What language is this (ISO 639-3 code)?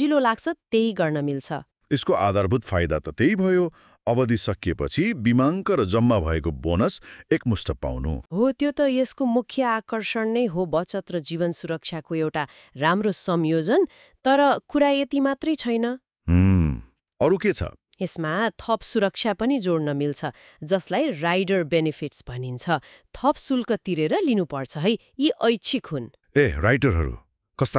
nep